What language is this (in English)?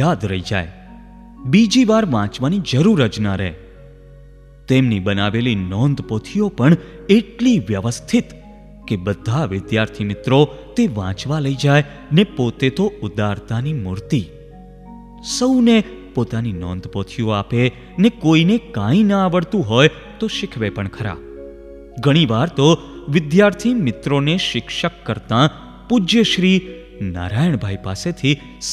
Gujarati